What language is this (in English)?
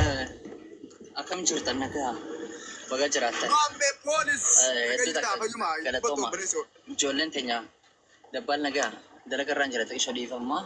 Oromo